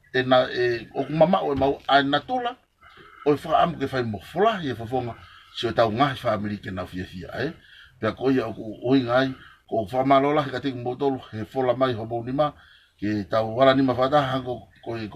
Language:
Tongan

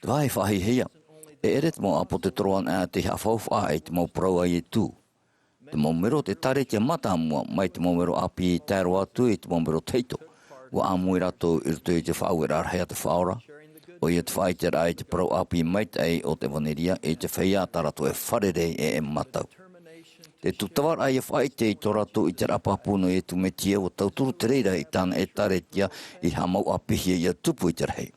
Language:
Tahitian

